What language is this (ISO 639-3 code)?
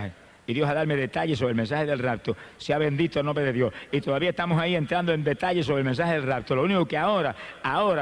spa